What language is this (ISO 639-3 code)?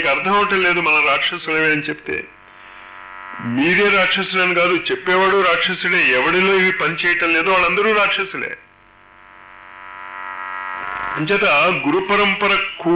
tel